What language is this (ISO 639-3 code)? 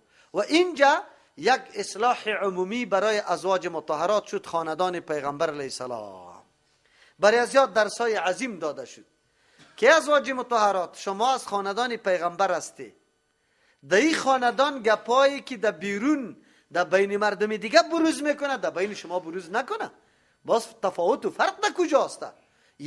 fas